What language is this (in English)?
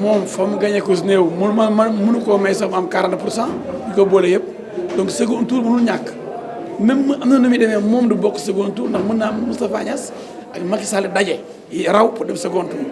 Wolof